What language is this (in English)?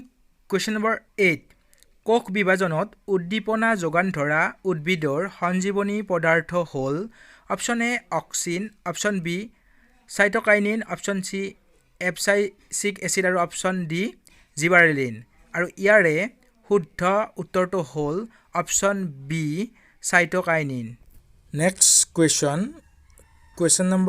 Assamese